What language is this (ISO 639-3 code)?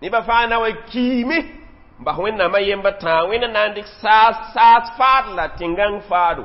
mos